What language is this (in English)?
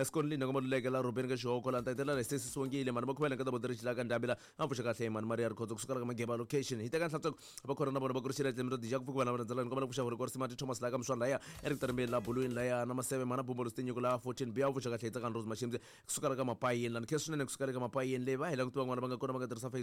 Tsonga